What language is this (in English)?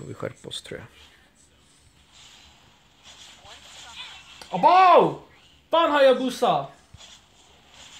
Swedish